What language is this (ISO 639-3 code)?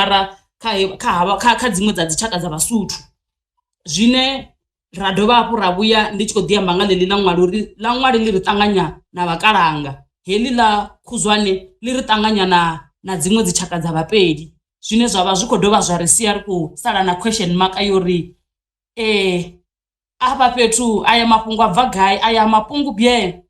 ven